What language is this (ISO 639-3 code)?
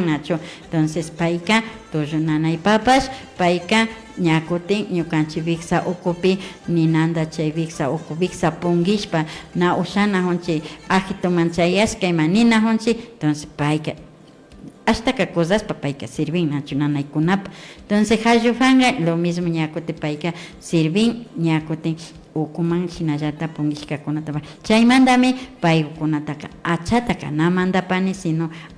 qvi